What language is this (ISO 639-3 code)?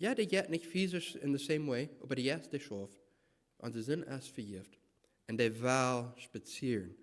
pdt